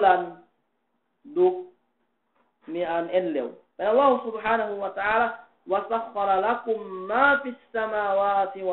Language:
Yakan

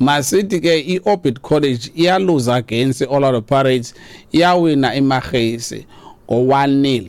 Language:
Xhosa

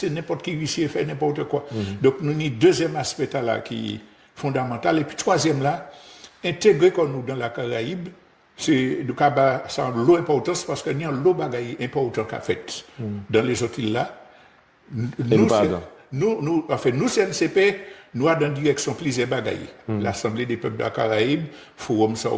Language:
Guadeloupean Creole French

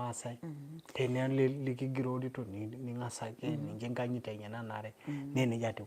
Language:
Masai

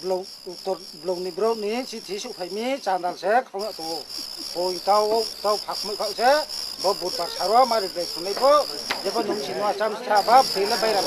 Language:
Riang (India)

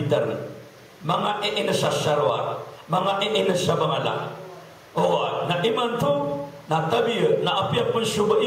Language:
Maranao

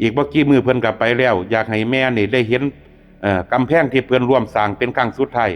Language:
Northeastern Thai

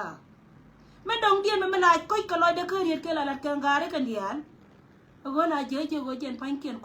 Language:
Nuer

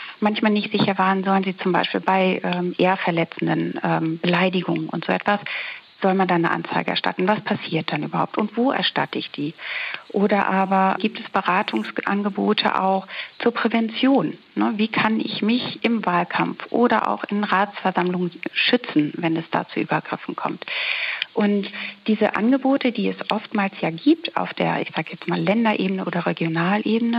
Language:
German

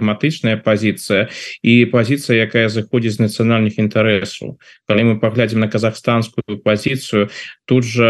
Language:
Belarusian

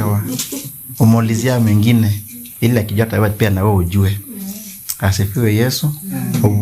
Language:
Kamba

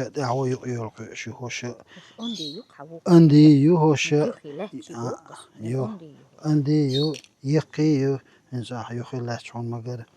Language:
Chechen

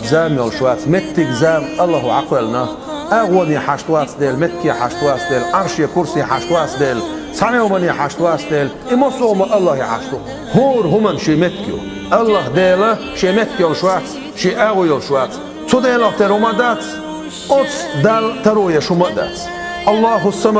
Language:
Chechen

